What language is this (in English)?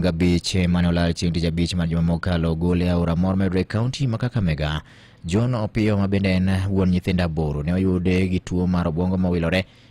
Luo (Kenya and Tanzania)